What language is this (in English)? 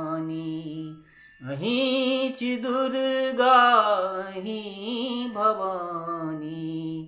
Maithili